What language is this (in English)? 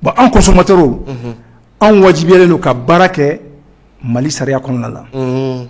Bambara